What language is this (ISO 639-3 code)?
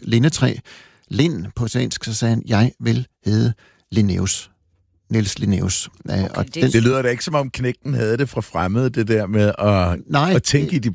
dan